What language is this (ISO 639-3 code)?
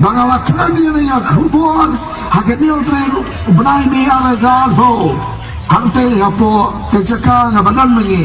kha